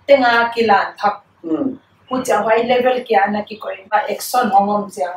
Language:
Paite Chin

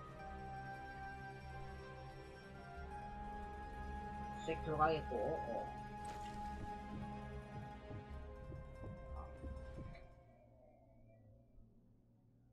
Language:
Korean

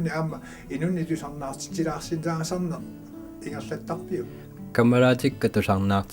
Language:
Kalaallisut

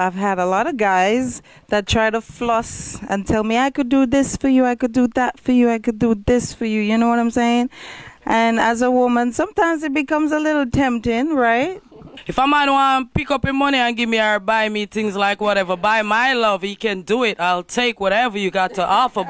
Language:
Jamaican Creole English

